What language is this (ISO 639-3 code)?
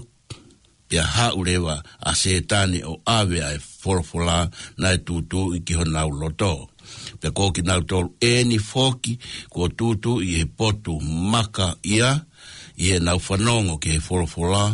ton